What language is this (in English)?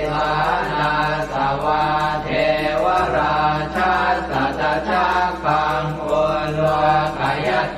Pali